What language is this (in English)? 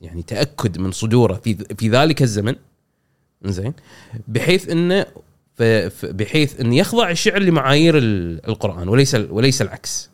Gulf Arabic